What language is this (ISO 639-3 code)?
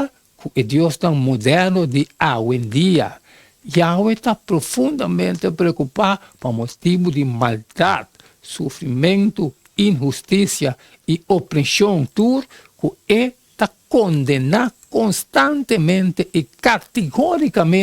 pap